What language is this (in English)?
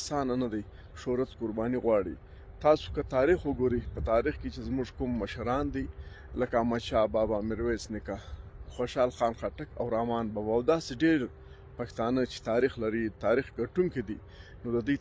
Pashto